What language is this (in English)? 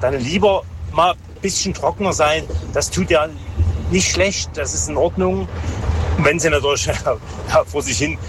German